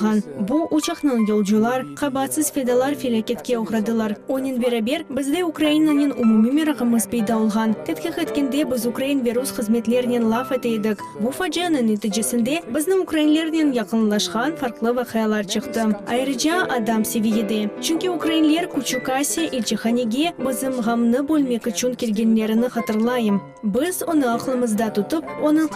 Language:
Crimean Tatar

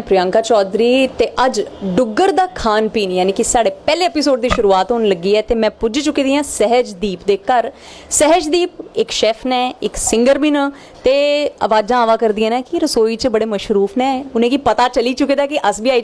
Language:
Dogri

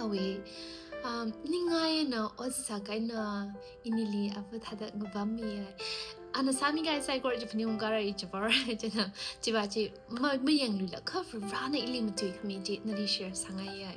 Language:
Tangkhul Naga (India)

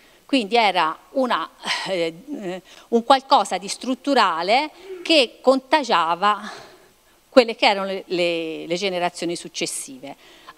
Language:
Italian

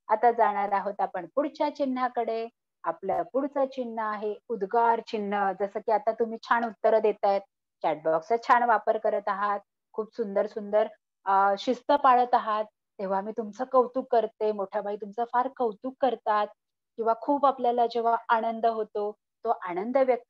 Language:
Marathi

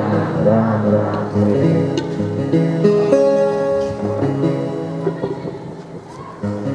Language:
Gujarati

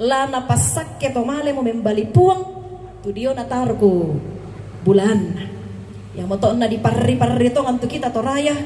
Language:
Toraja-Sa'dan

